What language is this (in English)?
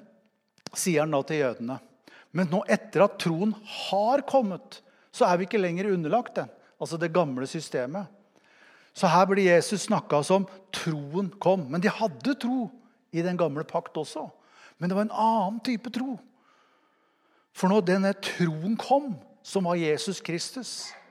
Norwegian